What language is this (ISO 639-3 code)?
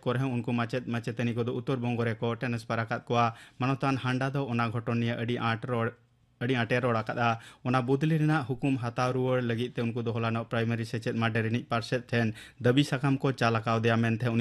sat